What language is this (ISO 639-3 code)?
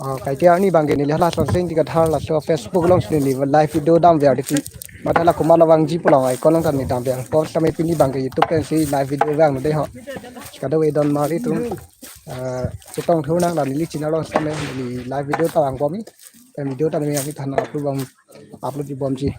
mjw